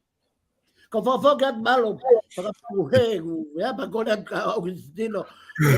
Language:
Tongan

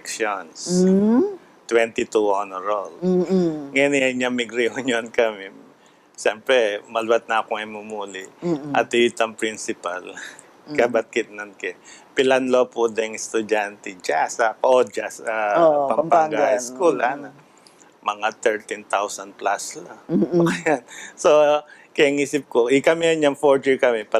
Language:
Pampanga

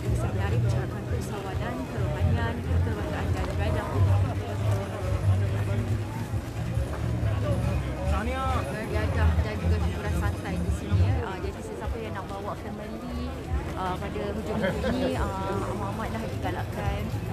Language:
Malay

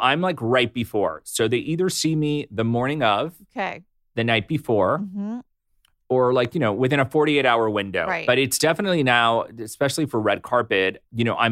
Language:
English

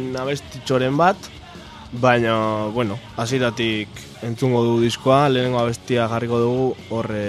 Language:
Basque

